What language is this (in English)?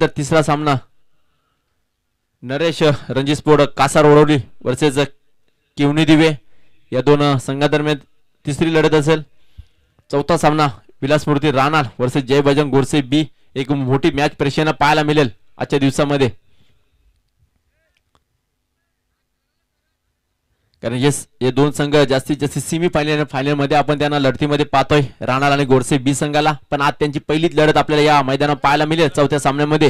Marathi